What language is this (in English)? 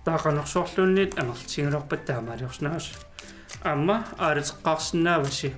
Kalaallisut